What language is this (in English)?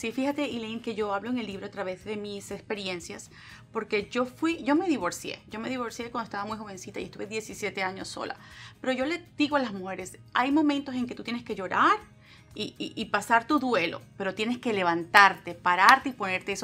Spanish